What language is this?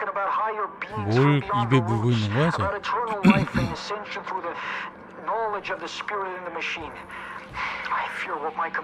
Korean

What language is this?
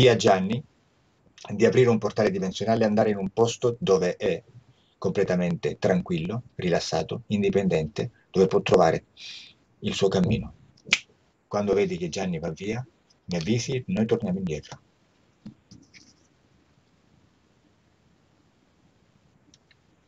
Italian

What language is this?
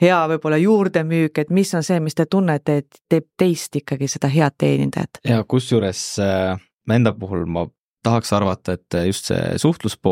Estonian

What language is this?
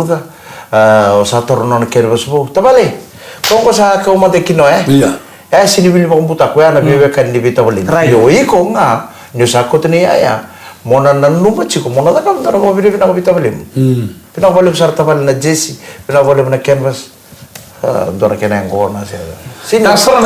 Fijian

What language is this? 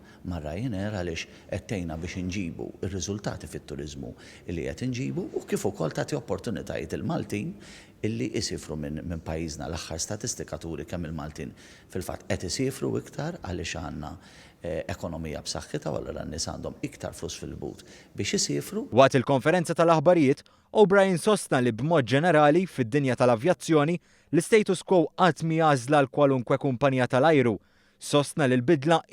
Maltese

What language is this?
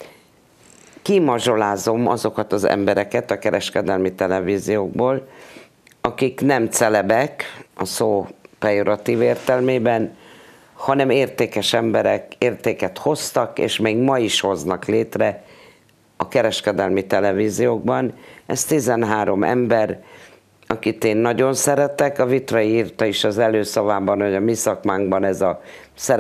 Hungarian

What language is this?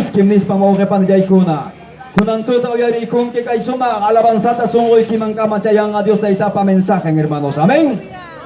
Ayacucho Quechua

